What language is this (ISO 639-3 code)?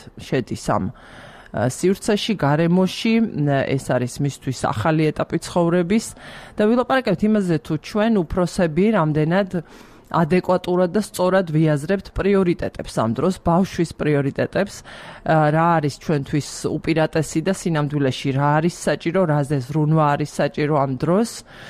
kat